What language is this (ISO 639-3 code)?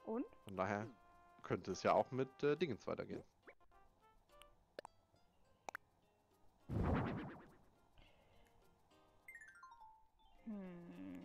deu